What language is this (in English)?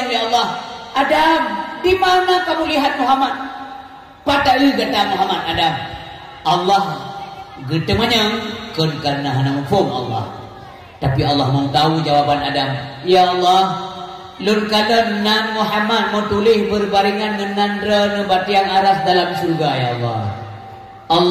Achinese